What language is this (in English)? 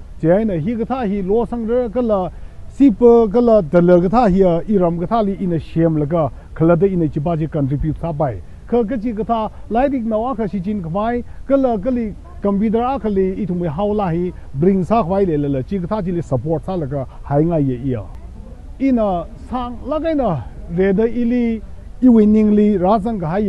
Tangkhul Naga (India)